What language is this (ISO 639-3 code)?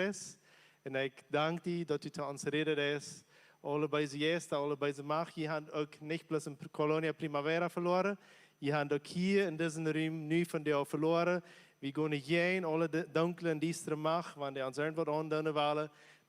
pdt